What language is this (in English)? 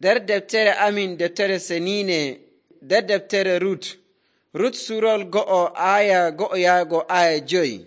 Nigerian Fulfulde